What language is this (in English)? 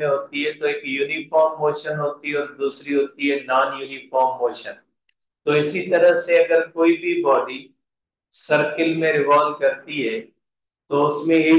Hindi